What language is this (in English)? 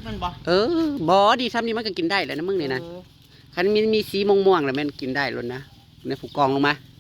Northeastern Thai